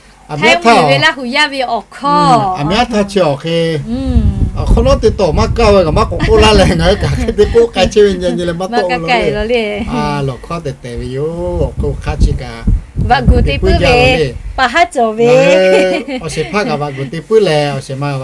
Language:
Lahu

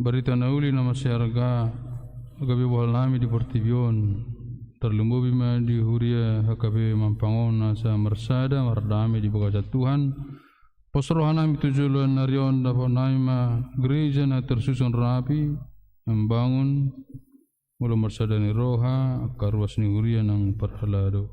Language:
Batak Toba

